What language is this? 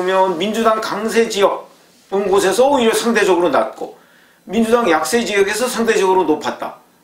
Korean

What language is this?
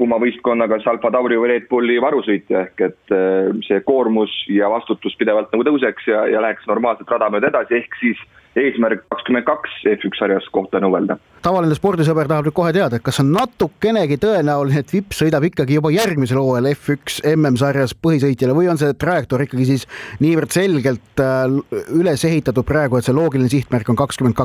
Estonian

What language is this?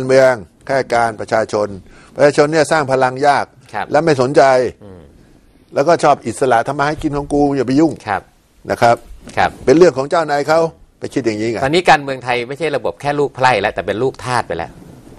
Thai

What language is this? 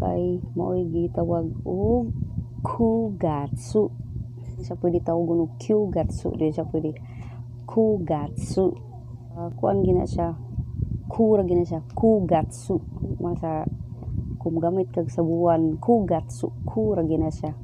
Cebuano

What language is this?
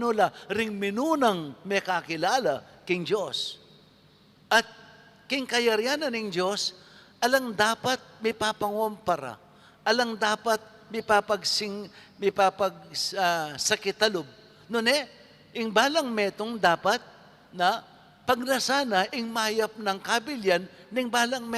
Pampanga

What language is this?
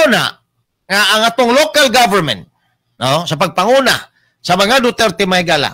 Cebuano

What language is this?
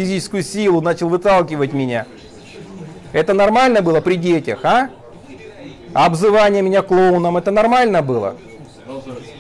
Russian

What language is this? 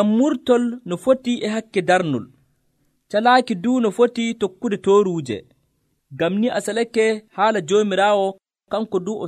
Nigerian Fulfulde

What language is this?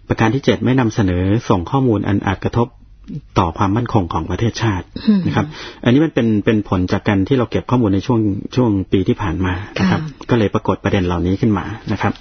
Thai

